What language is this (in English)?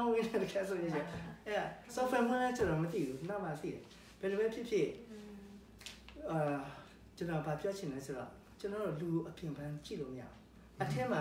Burmese